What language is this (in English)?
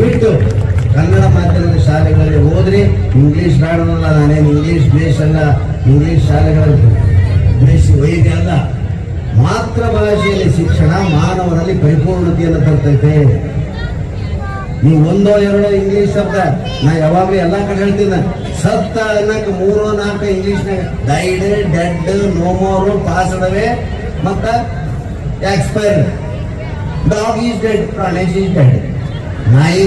Kannada